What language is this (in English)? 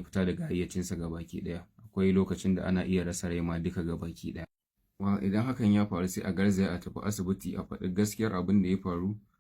Hausa